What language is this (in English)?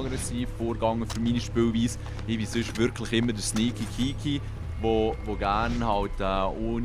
Swiss German